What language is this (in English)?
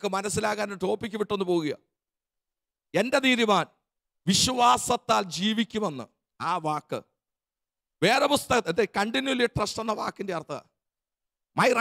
Malayalam